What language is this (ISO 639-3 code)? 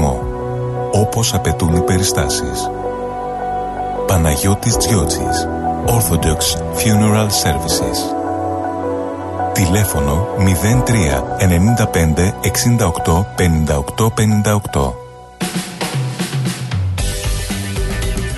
ell